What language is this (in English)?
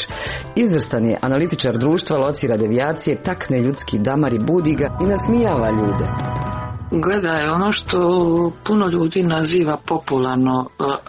Croatian